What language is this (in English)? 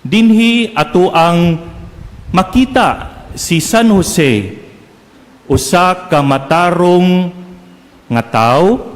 Cebuano